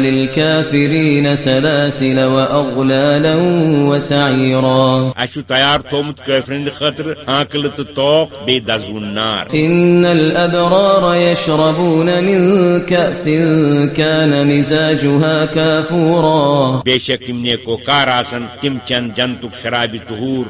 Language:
Kashmiri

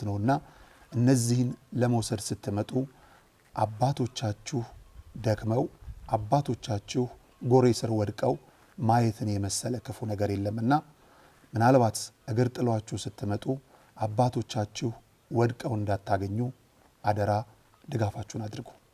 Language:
Amharic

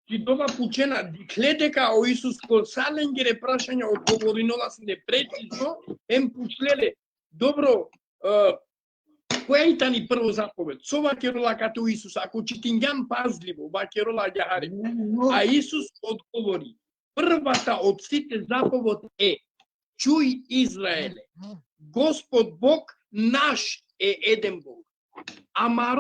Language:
Balkan Romani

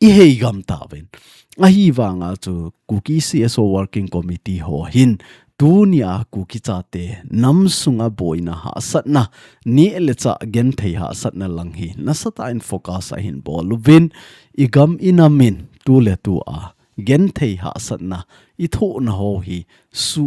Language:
Thado Chin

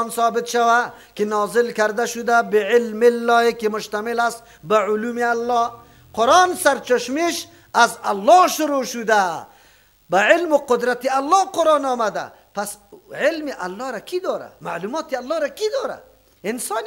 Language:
Persian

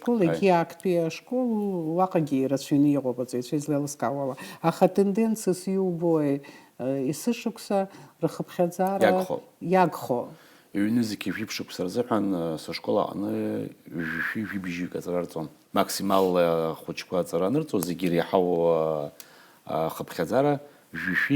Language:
Abkhazian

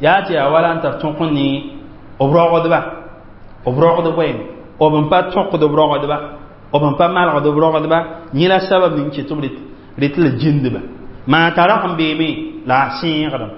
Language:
Mossi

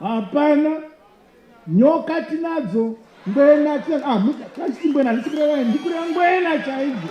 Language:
Shona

